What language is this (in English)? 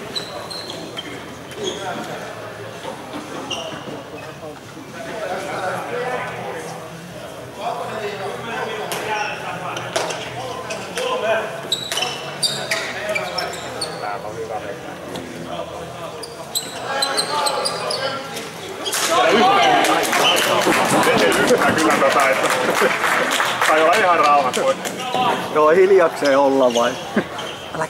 Finnish